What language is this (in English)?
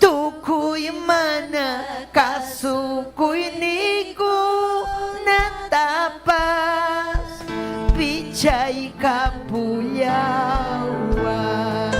Ayacucho Quechua